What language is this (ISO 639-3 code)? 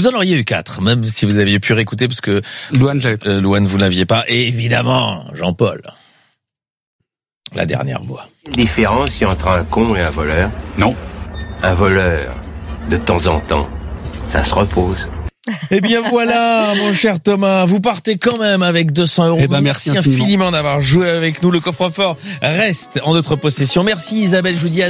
fra